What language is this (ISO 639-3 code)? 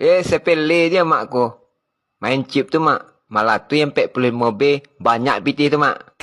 min